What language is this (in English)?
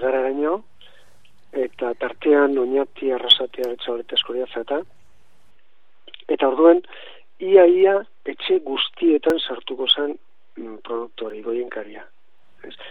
Basque